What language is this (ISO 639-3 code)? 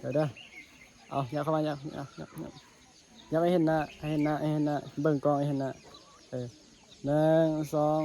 tts